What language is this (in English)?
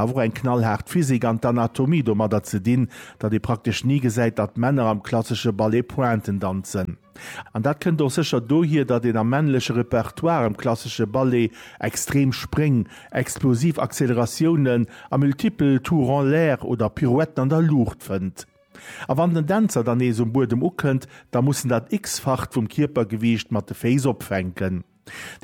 Luxembourgish